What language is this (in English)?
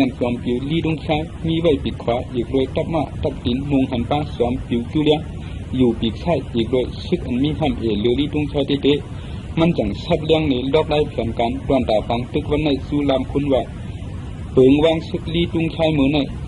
Shan